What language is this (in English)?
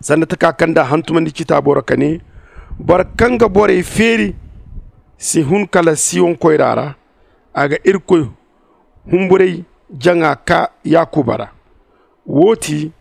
Zarma